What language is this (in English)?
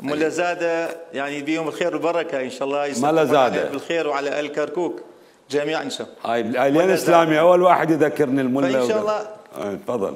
Mesopotamian Arabic